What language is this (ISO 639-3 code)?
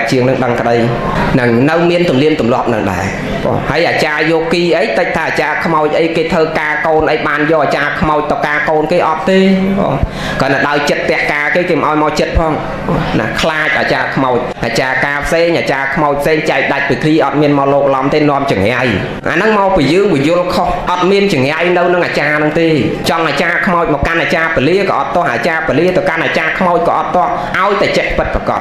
khm